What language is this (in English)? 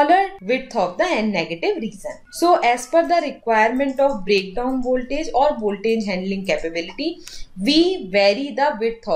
English